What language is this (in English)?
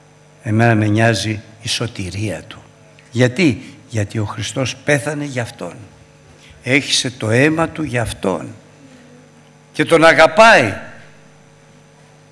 Greek